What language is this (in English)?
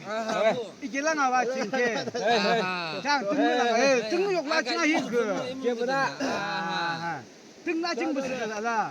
Yimchungru Naga